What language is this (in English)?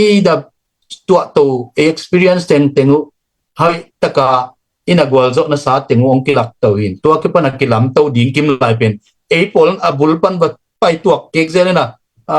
Tedim Chin